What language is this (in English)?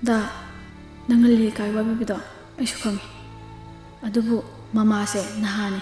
Manipuri